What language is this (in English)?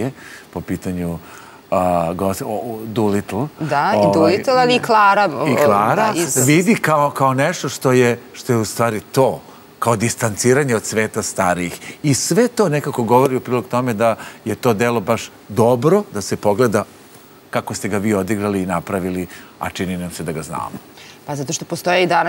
Serbian